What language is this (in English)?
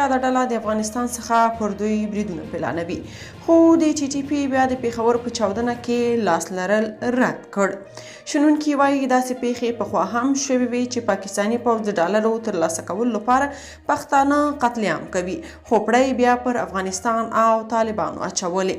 Pashto